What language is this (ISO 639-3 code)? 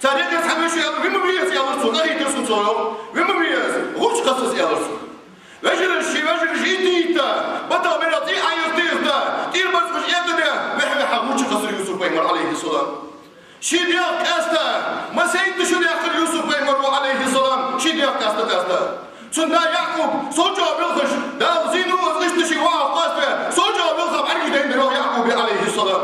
inh